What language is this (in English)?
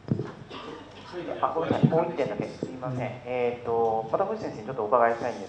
Japanese